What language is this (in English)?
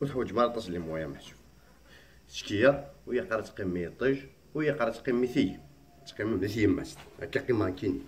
Kabyle